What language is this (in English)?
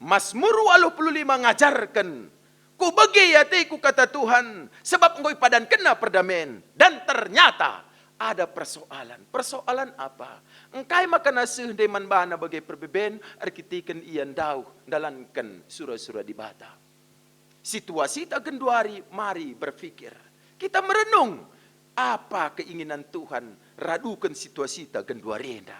Batak Karo